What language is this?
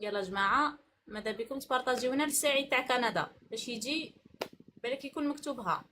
Algerian Arabic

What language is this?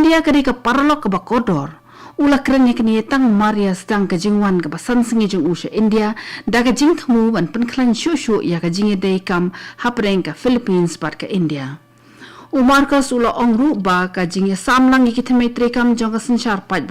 Khasi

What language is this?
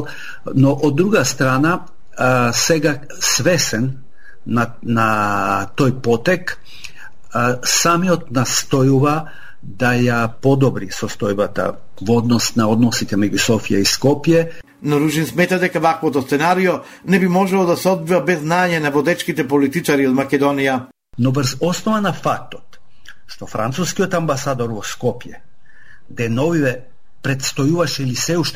Macedonian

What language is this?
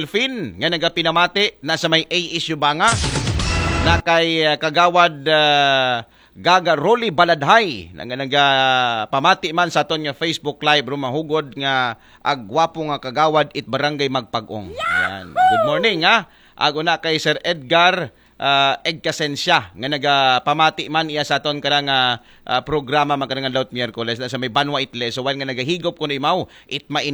Aklanon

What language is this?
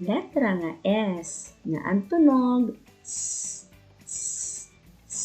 Waray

